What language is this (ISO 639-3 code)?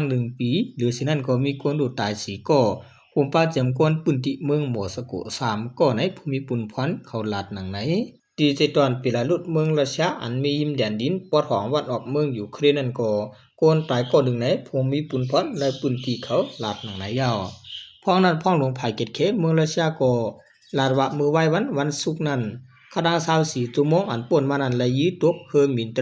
shn